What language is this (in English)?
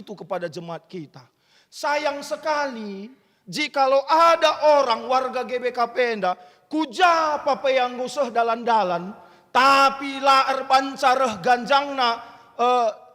Batak Karo